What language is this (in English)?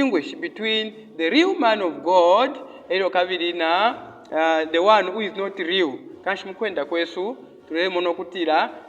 Bemba